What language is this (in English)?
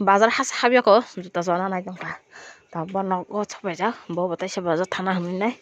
Kok Borok